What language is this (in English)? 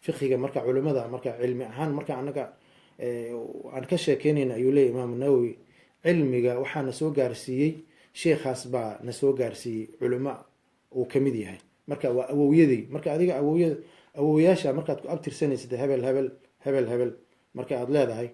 Somali